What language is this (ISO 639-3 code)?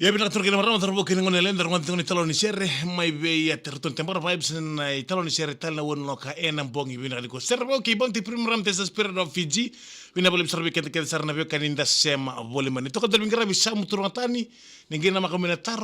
fij